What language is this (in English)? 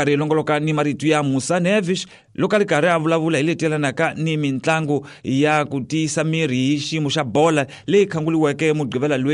Tsonga